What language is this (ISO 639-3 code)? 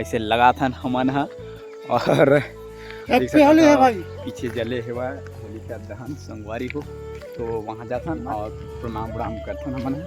hne